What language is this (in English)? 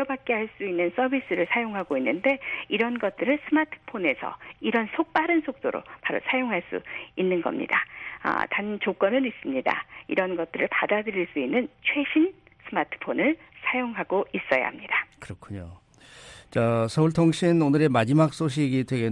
Korean